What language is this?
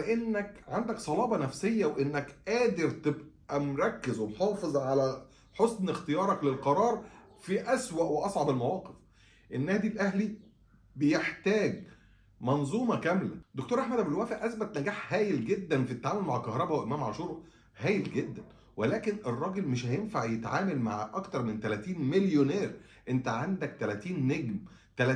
Egyptian Arabic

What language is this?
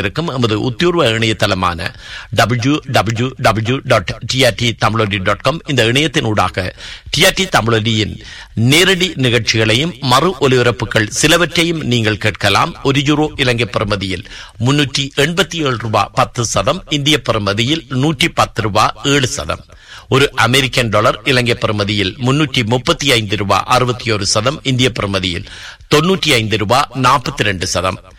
Tamil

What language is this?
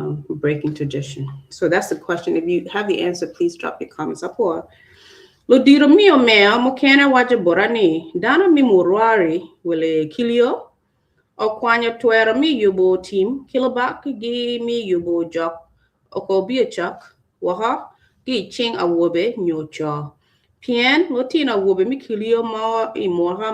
Acoli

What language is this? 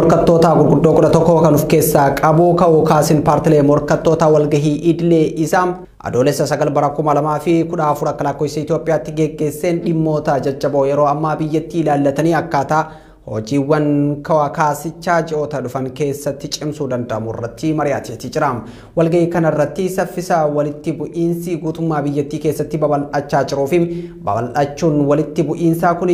Oromo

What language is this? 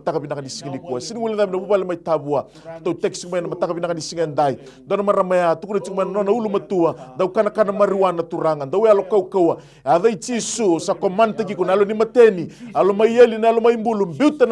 Fijian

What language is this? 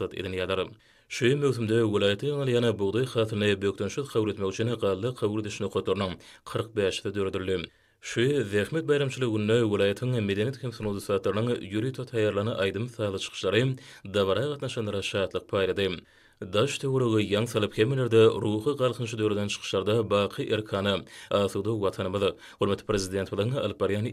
Turkmen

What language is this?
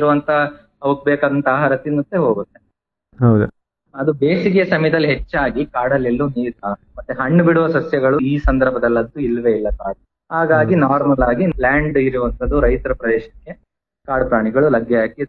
Kannada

